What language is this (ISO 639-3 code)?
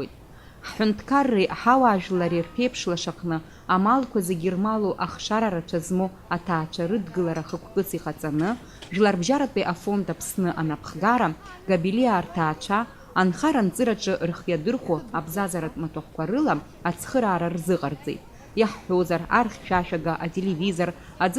abk